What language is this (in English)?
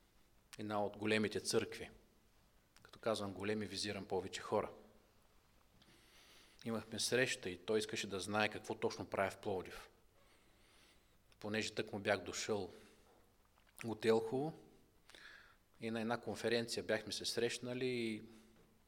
Bulgarian